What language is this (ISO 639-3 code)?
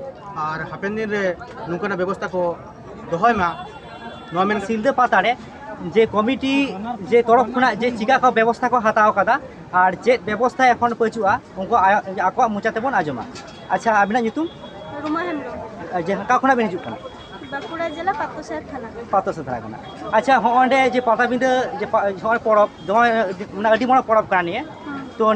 sat